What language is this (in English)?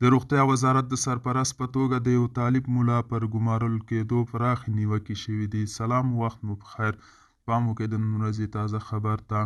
Pashto